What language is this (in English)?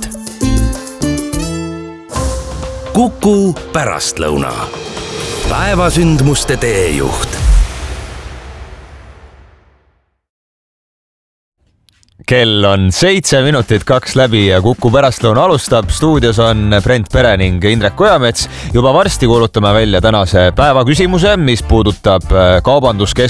Estonian